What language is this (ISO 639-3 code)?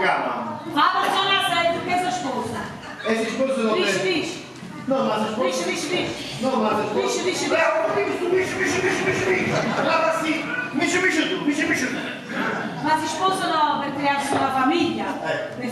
nap